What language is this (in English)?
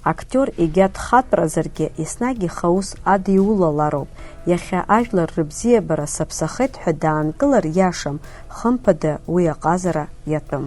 Abkhazian